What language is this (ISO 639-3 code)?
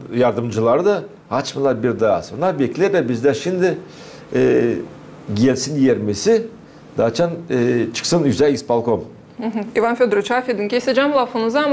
gag